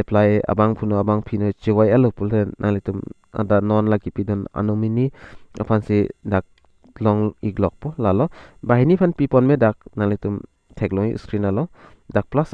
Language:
Karbi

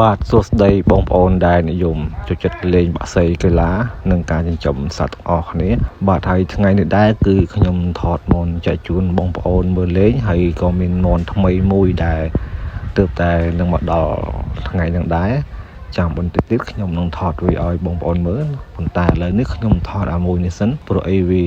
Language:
Khmer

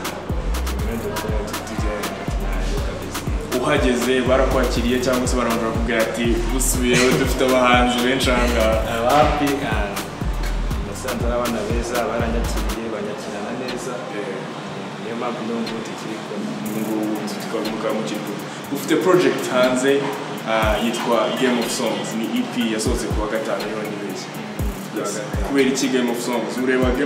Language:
Kinyarwanda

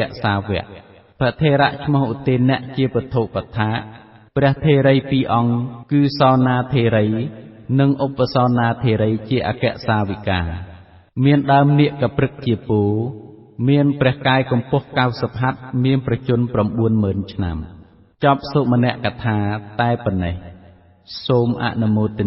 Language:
Khmer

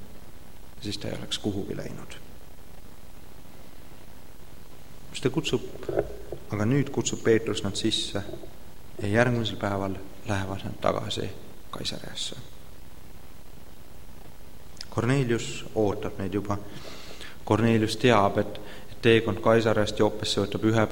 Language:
Estonian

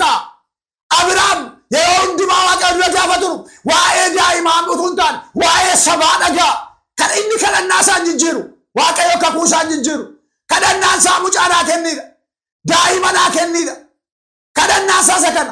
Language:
Oromo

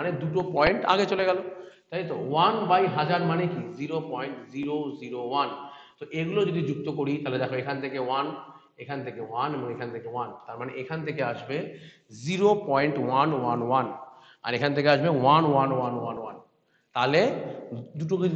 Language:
Bangla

